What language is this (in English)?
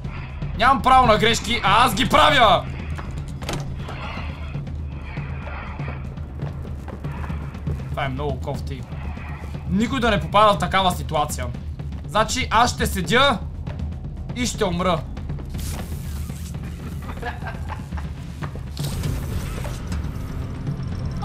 Bulgarian